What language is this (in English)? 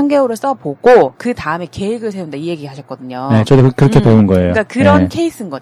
Korean